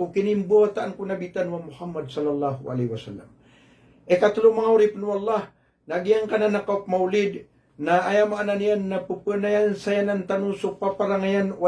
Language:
Maranao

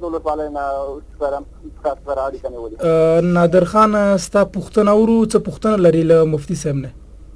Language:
Pashto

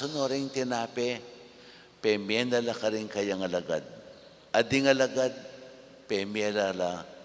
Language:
Pampanga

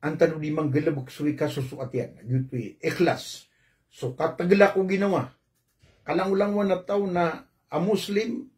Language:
Maranao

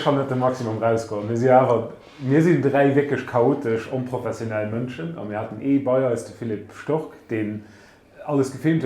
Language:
Luxembourgish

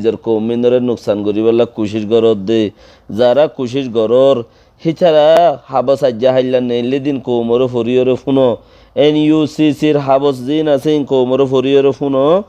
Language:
Rohingya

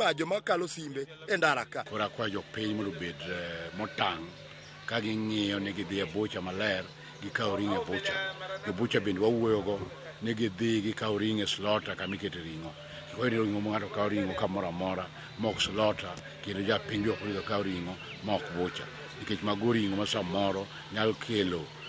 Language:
Luo (Kenya and Tanzania)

